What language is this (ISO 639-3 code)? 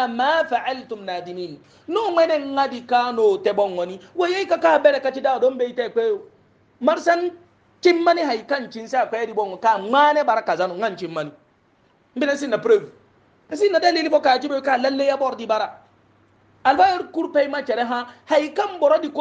hau